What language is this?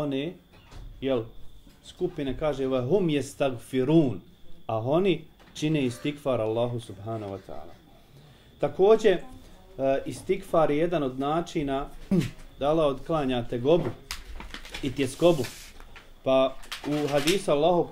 Bosnian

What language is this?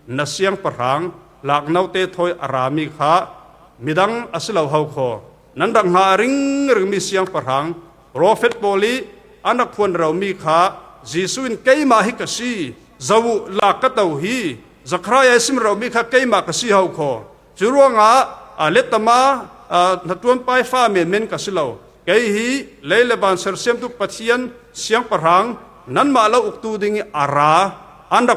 Falam Chin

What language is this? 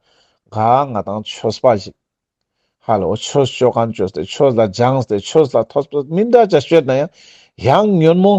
Ladakhi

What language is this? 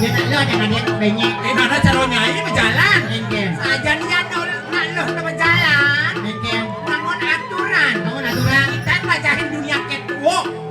Balinese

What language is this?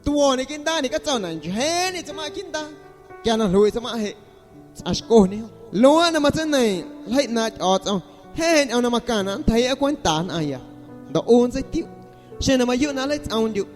Guerrero Amuzgo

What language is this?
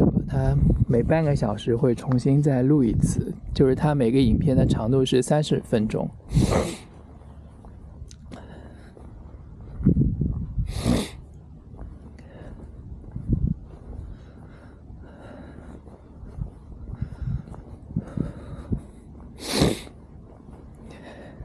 Chinese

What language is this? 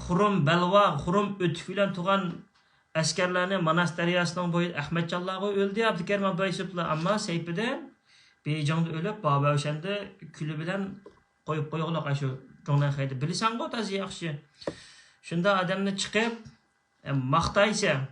Uyghur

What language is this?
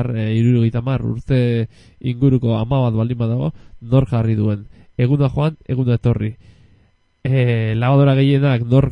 Basque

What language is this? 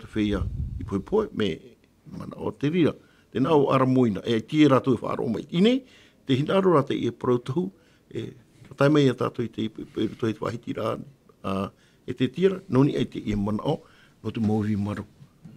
Tahitian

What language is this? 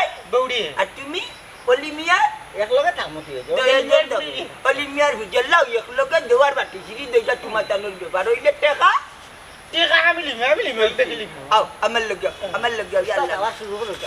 Sylheti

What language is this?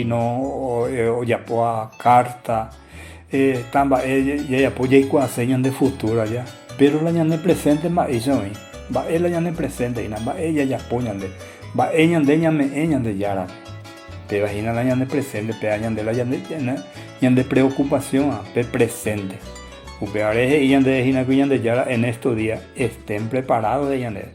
Guarani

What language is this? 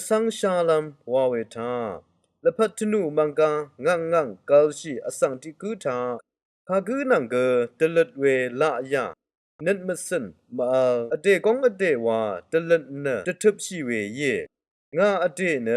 Rawang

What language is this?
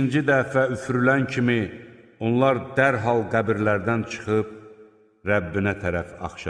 Azerbaijani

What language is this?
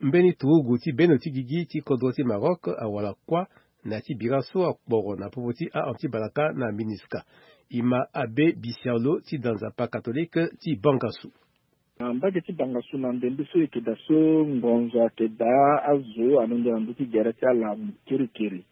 Sango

